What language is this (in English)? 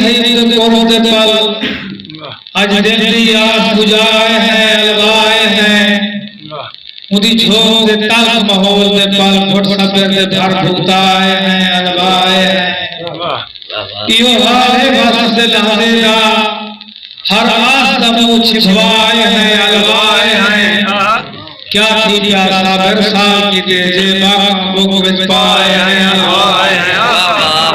Saraiki